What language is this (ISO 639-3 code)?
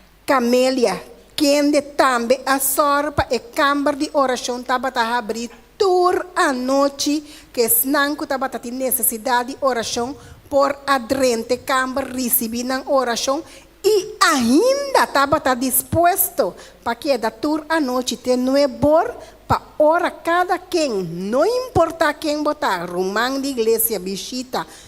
pap